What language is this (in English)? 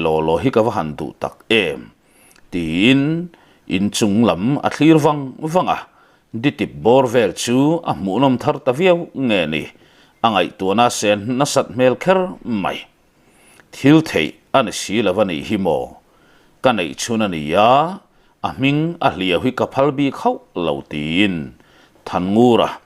Mizo